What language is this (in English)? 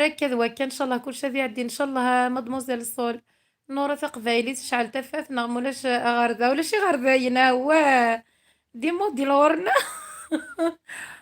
Kabyle